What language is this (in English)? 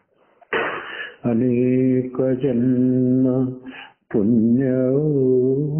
Kannada